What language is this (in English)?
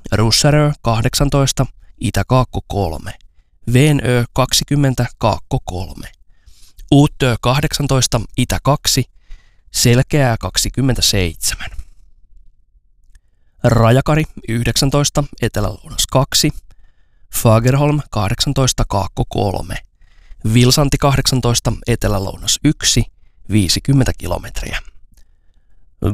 Finnish